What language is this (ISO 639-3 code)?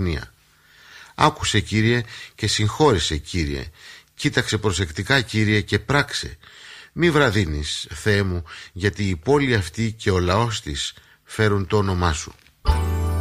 ell